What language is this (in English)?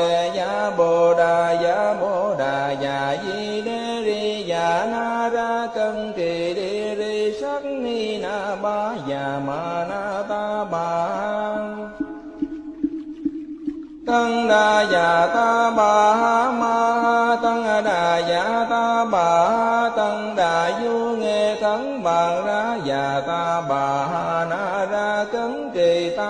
Vietnamese